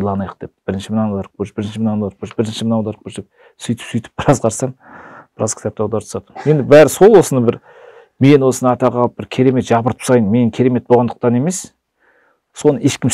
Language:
Kazakh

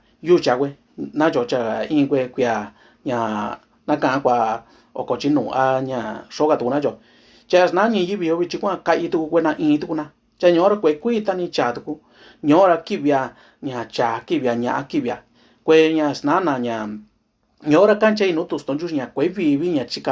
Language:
Mixtepec Mixtec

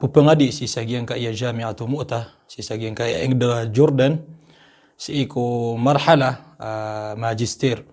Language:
Maranao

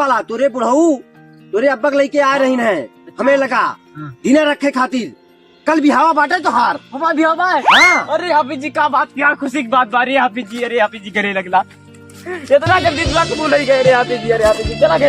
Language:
Awadhi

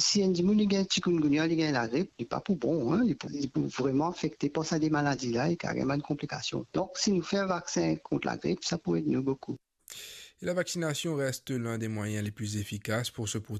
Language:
Morisyen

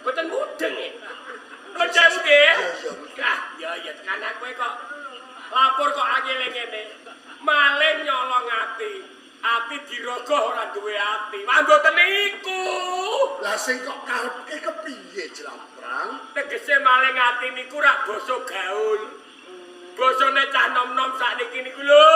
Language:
Javanese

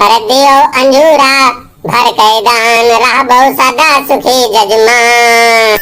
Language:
Awadhi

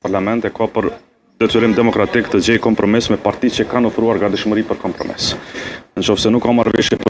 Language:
Albanian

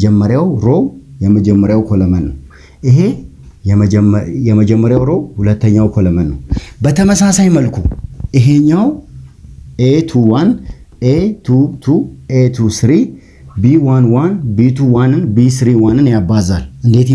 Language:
Amharic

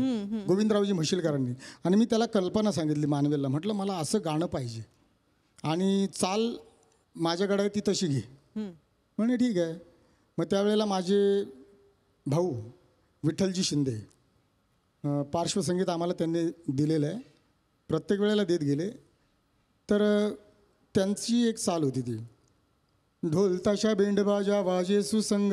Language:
Marathi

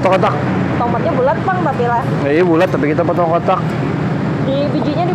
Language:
Banjar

